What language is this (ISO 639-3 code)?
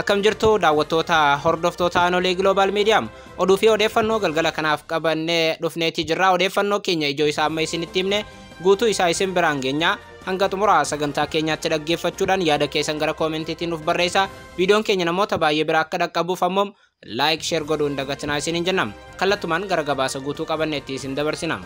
orm